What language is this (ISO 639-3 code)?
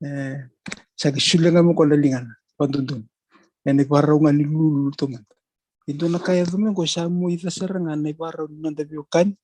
fij